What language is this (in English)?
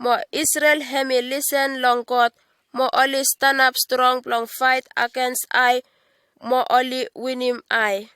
Bislama